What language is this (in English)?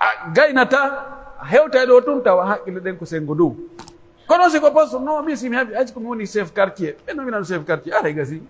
Pular